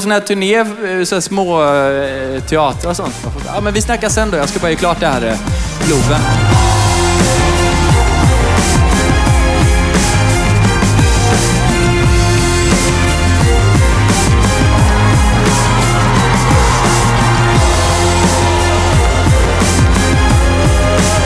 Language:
Swedish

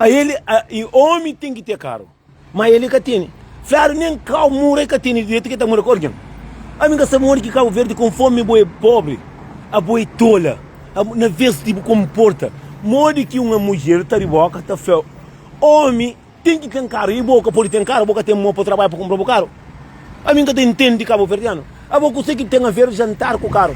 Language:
Kabuverdianu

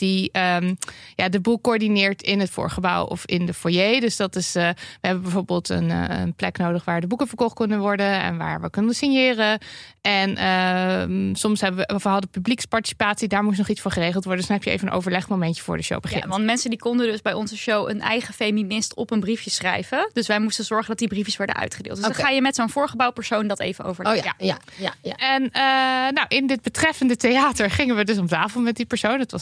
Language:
Dutch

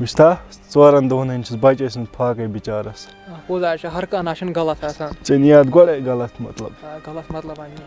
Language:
Kashmiri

